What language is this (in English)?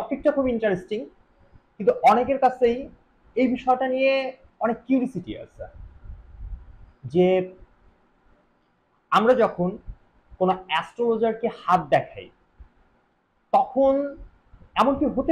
Bangla